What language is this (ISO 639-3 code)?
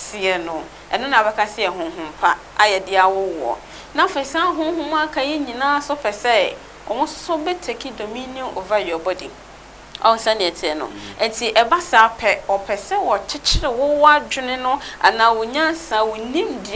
aka